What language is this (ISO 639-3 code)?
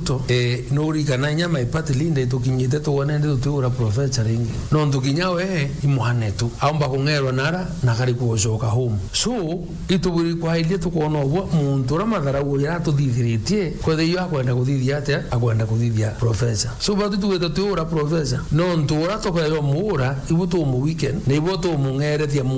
mer